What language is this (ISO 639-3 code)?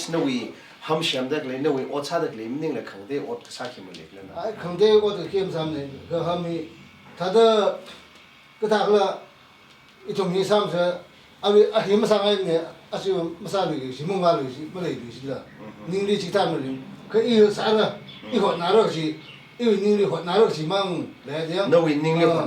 nmf